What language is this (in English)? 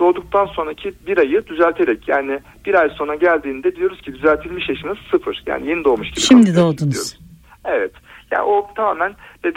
Turkish